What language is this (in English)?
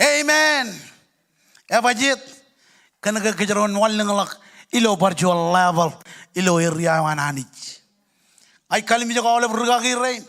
Marshallese